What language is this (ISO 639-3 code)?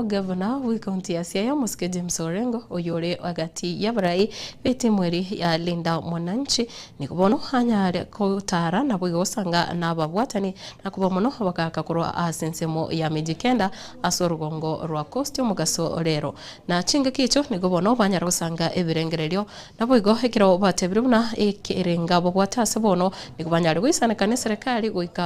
guz